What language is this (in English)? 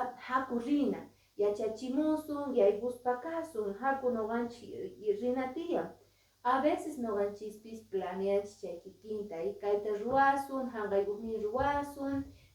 Quechua